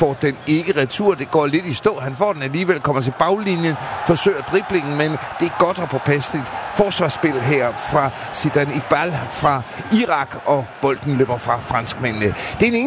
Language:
Danish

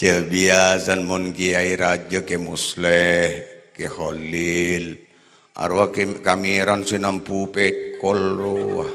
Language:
Madurese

